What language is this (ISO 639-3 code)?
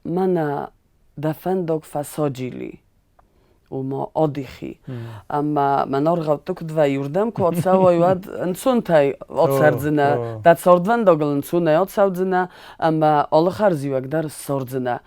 oss